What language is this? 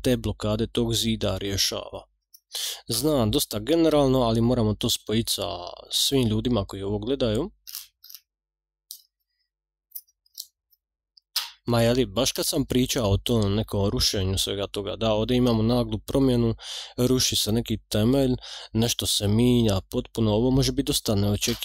Croatian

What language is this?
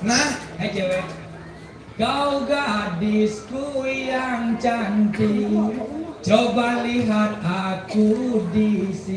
Balinese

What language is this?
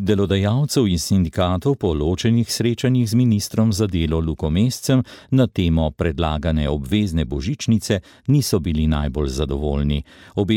Slovenian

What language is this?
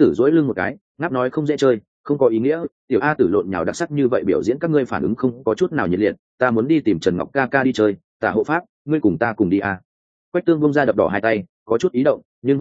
Vietnamese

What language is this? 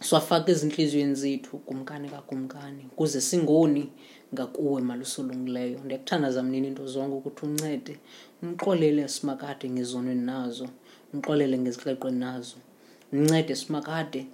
Xhosa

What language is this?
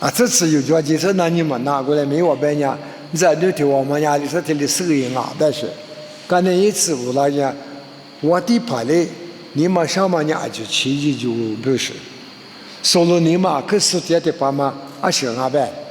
Lisu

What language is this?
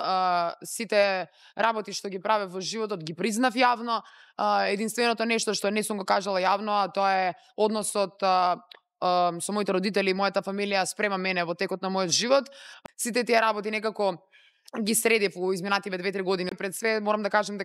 Macedonian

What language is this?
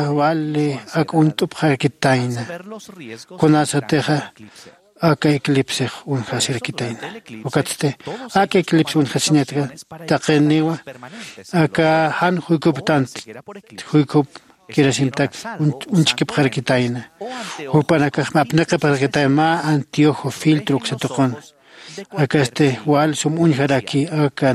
Aymara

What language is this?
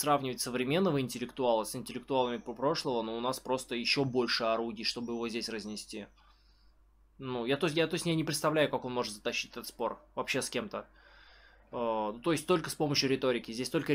Russian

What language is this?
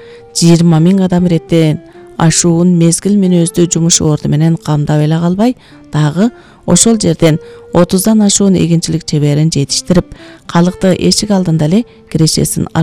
Kyrgyz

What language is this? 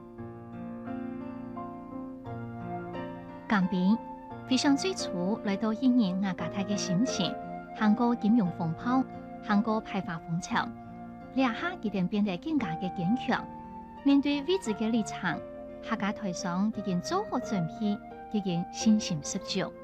Hakka Chinese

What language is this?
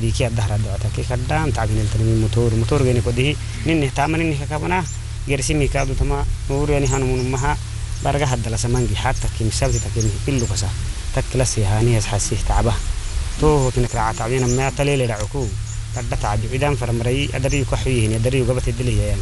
Afar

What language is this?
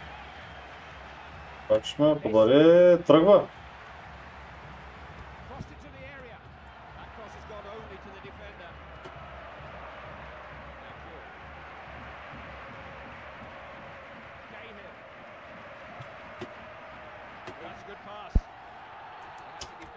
Bulgarian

